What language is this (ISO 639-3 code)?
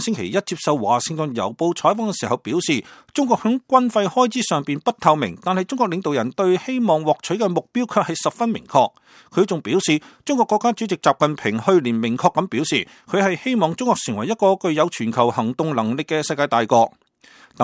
yue